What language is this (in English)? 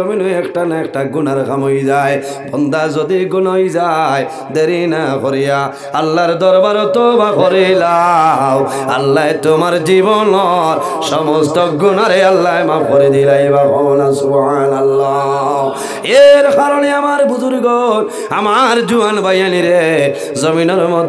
Sylheti